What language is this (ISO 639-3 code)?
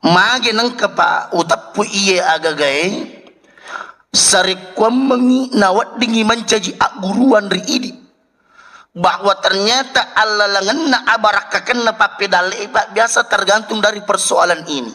bug